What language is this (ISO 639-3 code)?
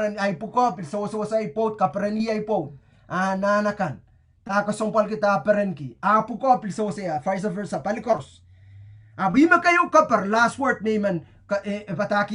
pon